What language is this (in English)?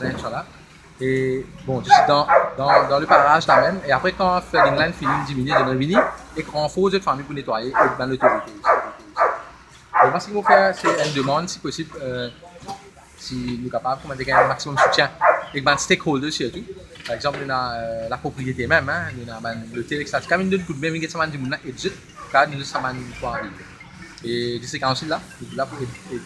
Morisyen